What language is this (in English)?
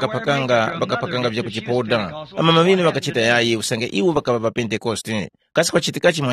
Tumbuka